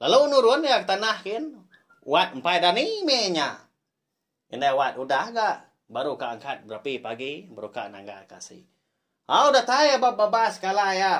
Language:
Iban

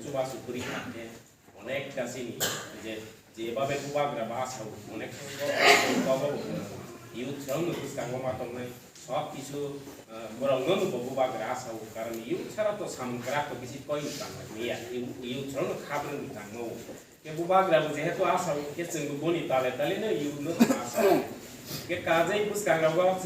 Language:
Kok Borok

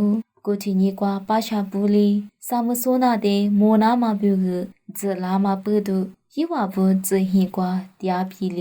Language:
Lisu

